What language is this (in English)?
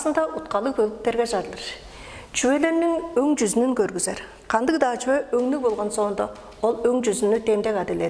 Tuvinian